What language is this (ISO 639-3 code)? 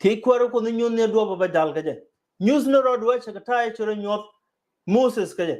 nus